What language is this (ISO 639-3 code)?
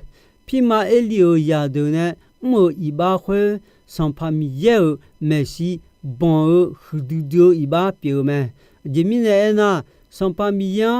ahk